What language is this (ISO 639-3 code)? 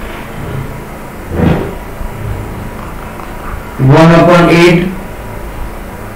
guj